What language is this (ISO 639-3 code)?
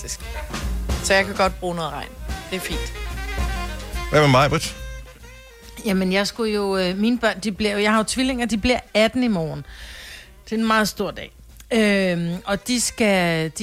dan